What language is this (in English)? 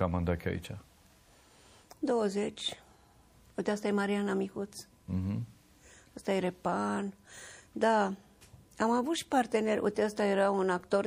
Romanian